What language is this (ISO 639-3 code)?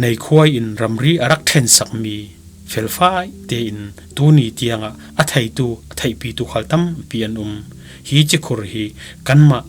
cfm